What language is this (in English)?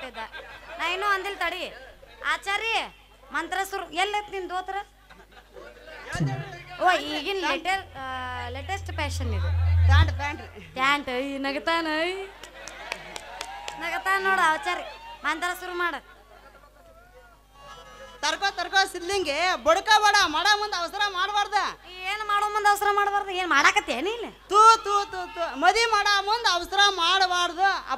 Kannada